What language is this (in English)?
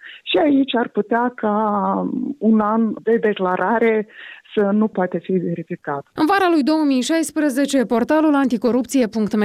Romanian